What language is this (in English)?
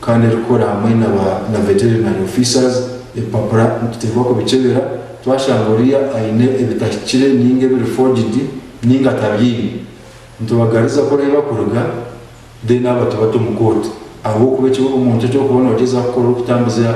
Nyankole